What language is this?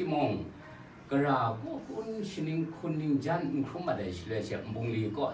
Kachin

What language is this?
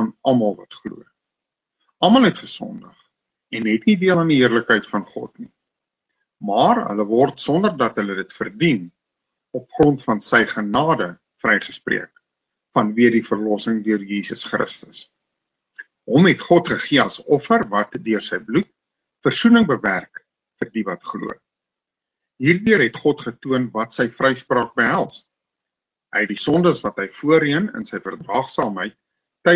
Afrikaans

